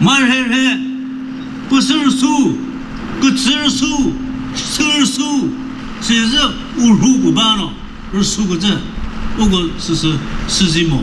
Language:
Chokri Naga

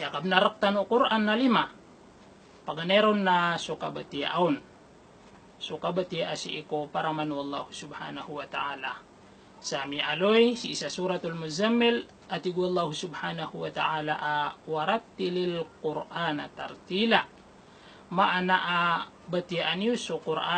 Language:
Maranao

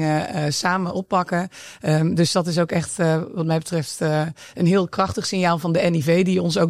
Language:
Dutch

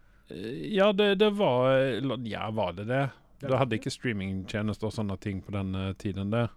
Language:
Norwegian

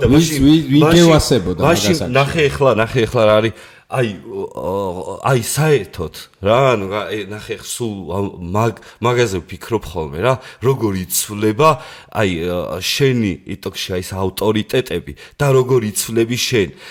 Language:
Georgian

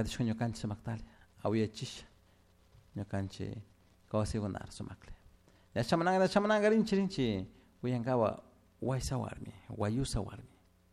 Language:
Chimborazo Highland Quichua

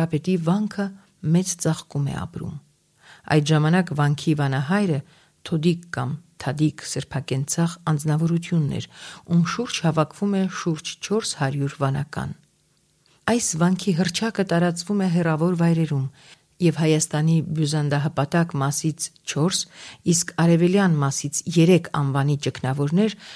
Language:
Armenian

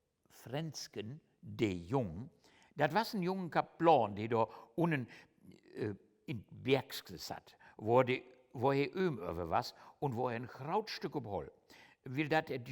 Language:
Low German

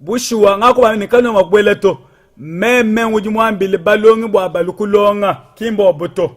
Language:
Luba-Lulua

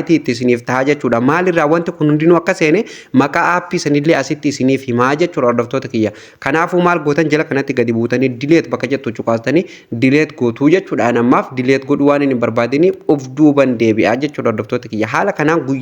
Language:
Oromo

